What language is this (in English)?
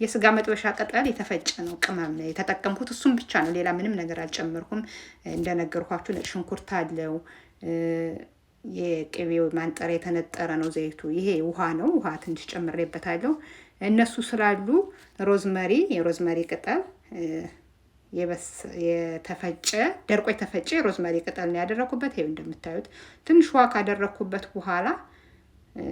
Amharic